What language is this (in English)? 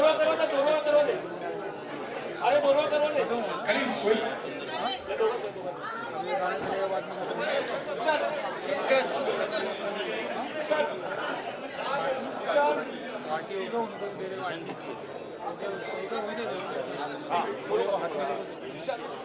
Hindi